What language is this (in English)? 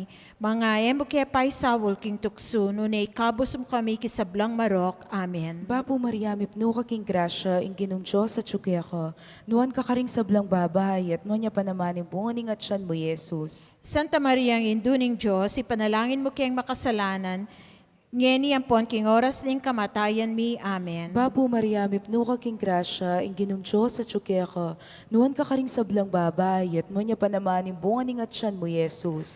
Pampanga